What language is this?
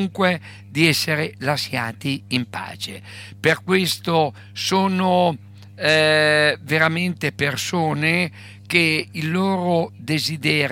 Italian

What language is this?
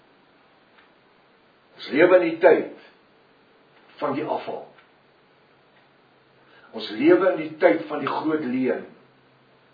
Afrikaans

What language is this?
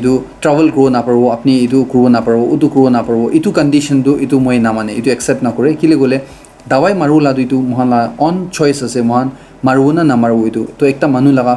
Naga Pidgin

